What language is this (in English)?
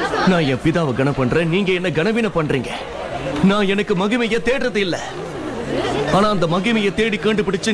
Tamil